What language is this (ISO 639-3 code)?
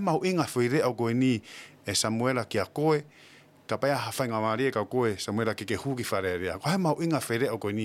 ton